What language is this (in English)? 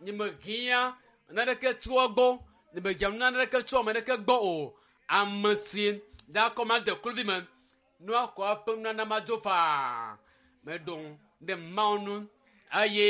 Ewe